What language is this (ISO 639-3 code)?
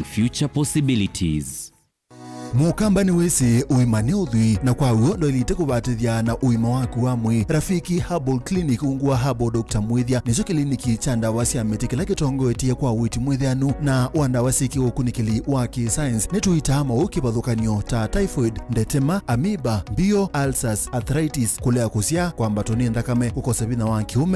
kam